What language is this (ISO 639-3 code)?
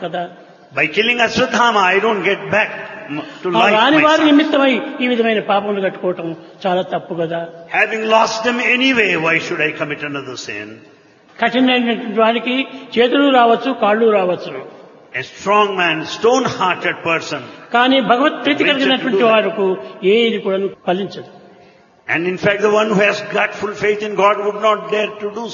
tel